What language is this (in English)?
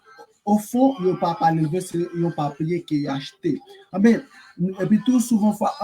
Haitian Creole